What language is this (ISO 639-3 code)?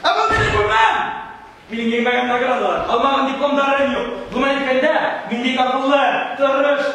bak